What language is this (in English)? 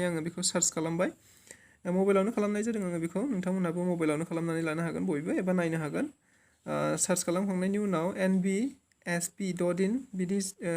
Bodo